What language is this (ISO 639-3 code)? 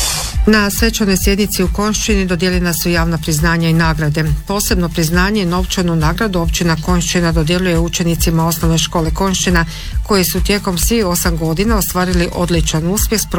hrv